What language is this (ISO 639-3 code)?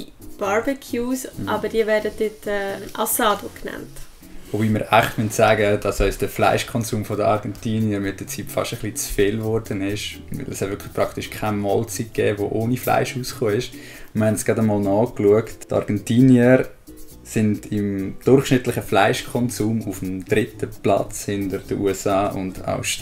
gsw